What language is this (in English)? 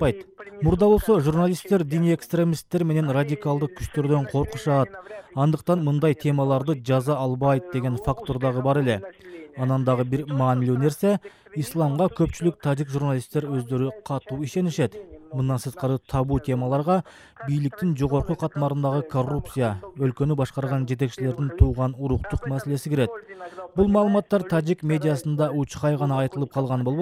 Kyrgyz